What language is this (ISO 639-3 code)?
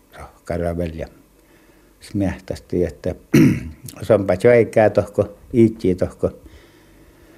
fin